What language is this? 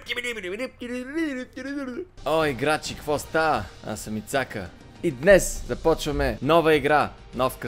Bulgarian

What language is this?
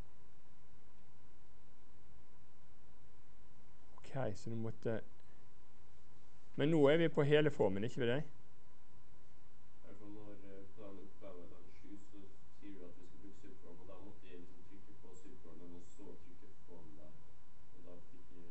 Norwegian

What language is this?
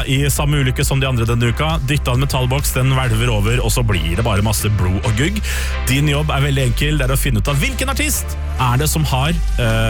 Norwegian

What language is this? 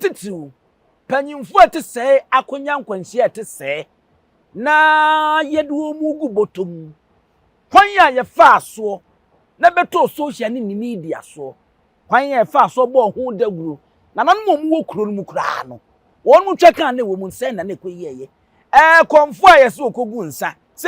Akan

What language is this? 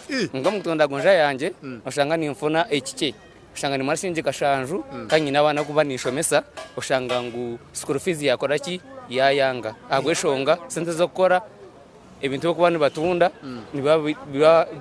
Nyankole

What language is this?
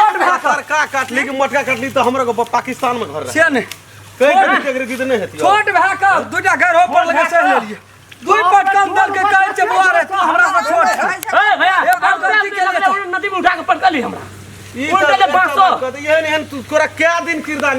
Maithili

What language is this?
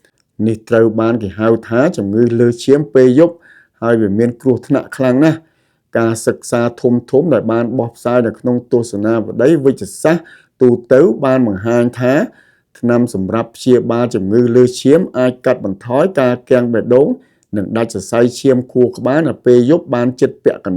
Khmer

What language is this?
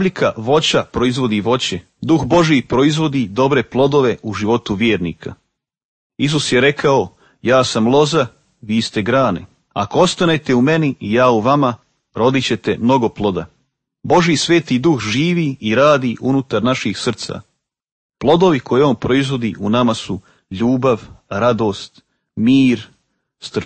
Croatian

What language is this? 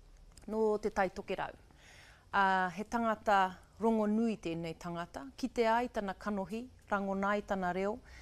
Māori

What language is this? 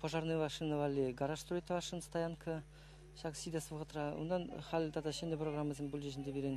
Chuvash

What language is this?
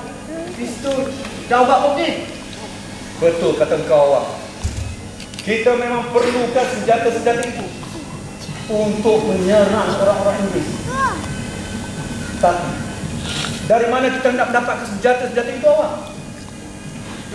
Malay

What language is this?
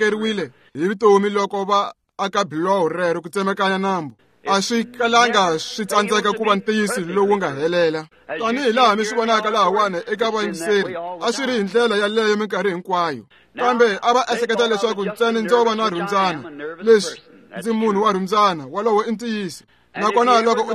Tsonga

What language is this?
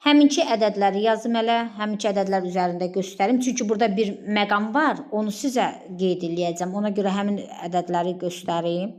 Azerbaijani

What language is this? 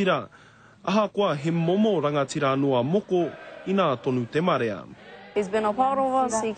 Māori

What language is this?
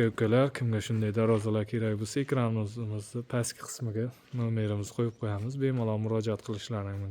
Uzbek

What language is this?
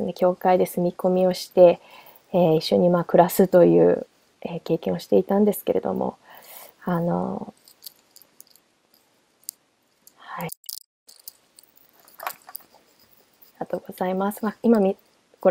Japanese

